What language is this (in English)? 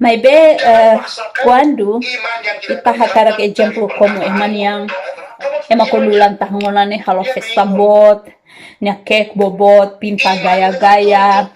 Tetum